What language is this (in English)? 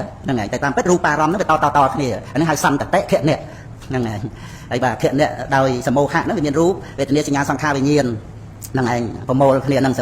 Khmer